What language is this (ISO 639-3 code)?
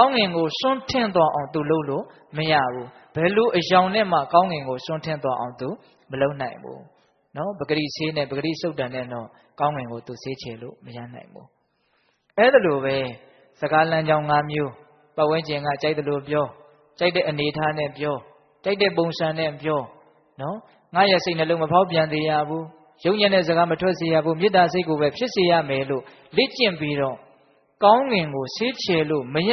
mya